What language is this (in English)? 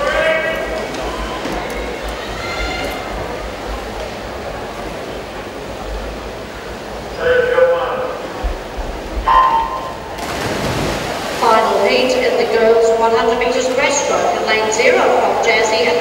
English